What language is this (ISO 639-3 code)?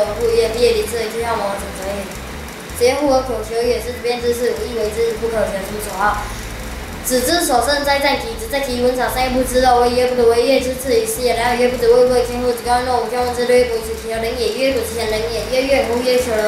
lzh